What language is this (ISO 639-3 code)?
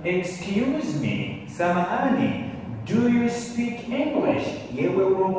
zdj